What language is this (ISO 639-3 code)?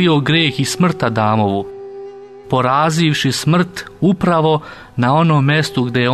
srp